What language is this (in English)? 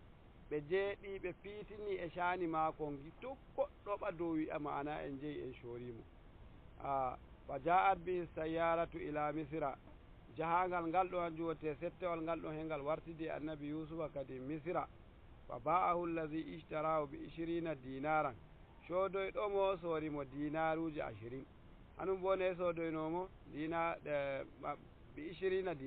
Nigerian Fulfulde